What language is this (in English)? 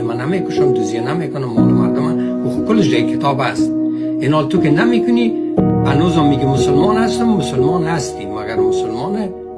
Persian